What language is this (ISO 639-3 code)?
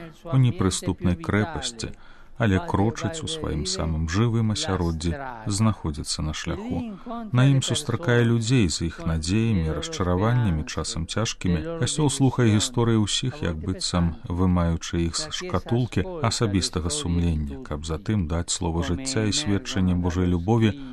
bel